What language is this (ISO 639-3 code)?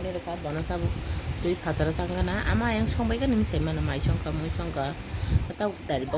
trp